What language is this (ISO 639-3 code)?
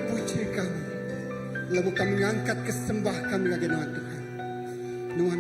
iba